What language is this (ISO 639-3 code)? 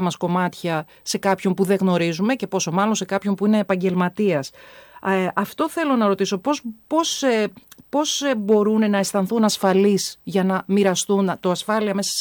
ell